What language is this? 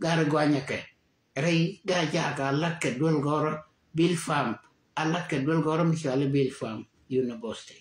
Nuer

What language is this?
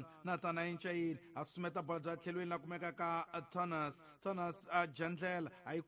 Tsonga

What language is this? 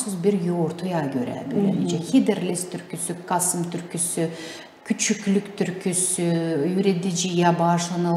Gagauz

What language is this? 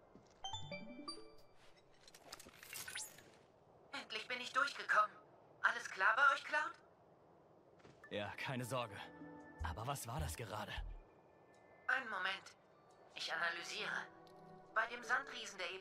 German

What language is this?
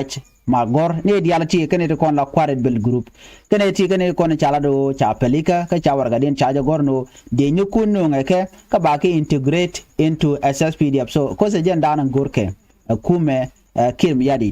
Nuer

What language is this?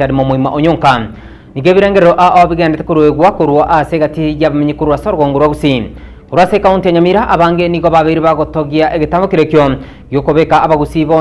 Gusii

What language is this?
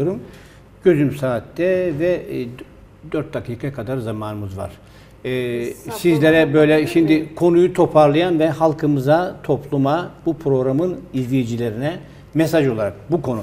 Turkish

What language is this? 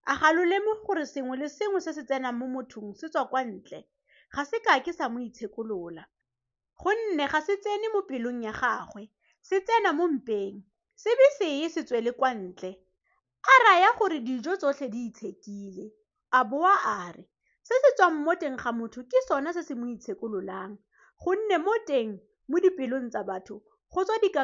Tswana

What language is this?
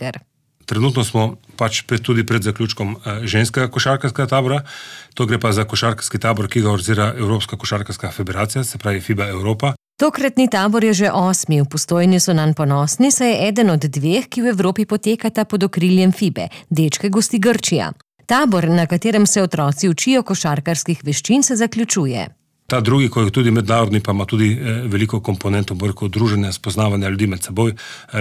Slovenian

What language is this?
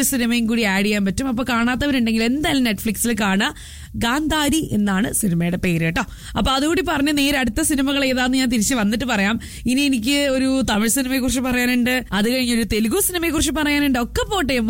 Malayalam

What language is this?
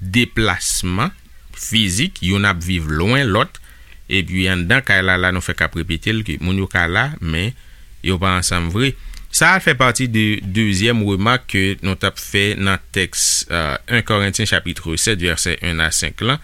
Haitian Creole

